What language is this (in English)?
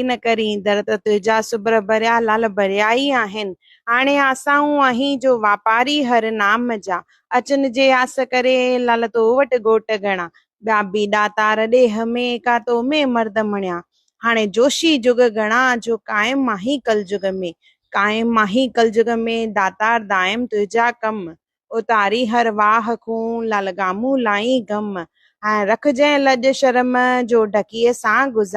Sindhi